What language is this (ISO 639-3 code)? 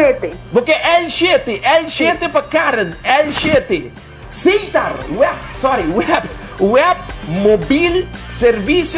pap